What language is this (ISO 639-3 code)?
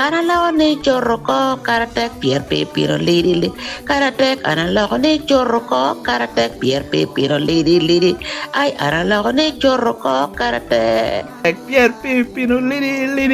laj